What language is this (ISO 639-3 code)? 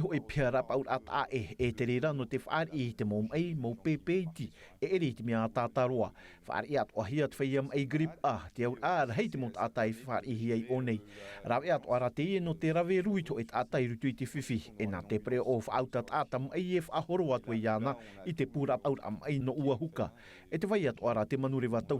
tah